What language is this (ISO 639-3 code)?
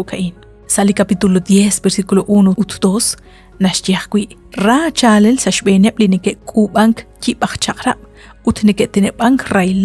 kek